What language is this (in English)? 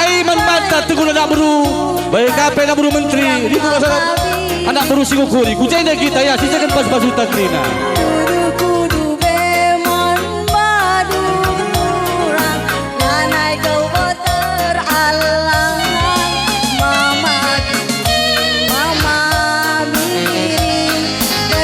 Batak Karo